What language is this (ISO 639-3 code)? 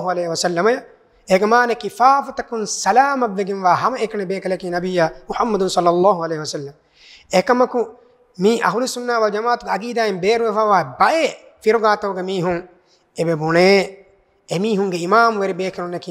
div